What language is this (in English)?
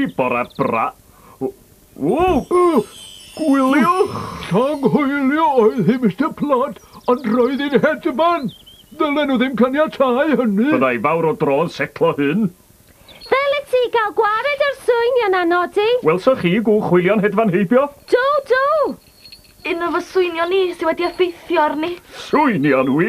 Welsh